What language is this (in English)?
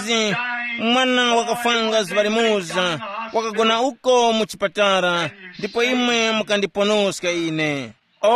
Tumbuka